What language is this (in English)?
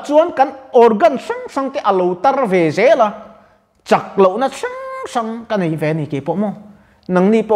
Mizo